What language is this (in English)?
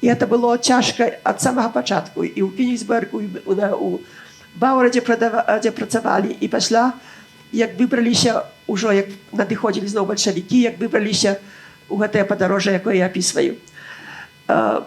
Belarusian